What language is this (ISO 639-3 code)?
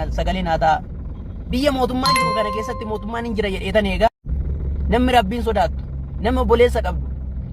orm